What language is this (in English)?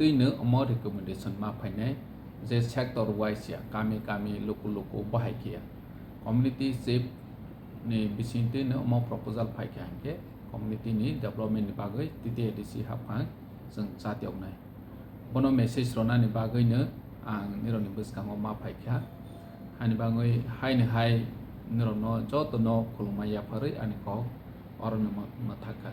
Kok Borok